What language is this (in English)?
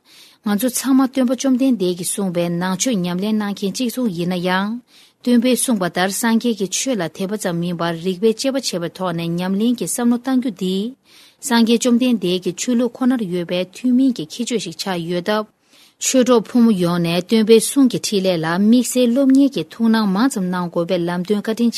Tibetan